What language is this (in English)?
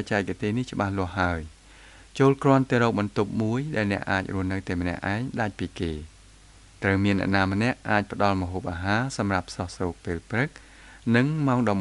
Khmer